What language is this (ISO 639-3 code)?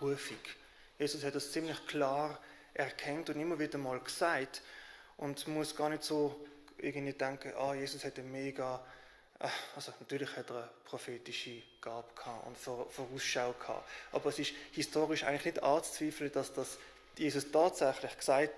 gsw